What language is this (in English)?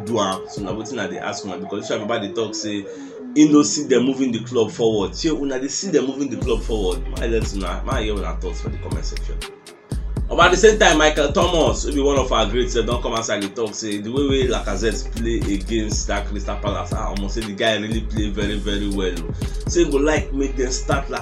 Nigerian Pidgin